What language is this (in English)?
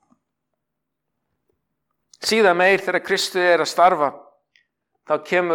Icelandic